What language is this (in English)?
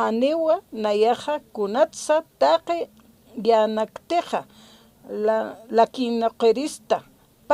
Aymara